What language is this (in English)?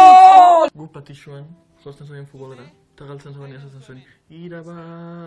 Basque